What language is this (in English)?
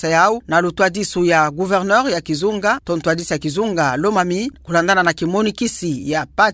Kituba (Democratic Republic of Congo)